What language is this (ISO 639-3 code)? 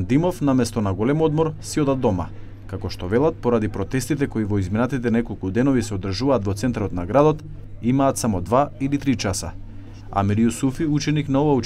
mkd